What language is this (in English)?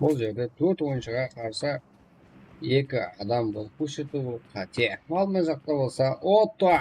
Kara-Kalpak